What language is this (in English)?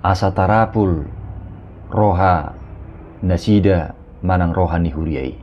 Batak Toba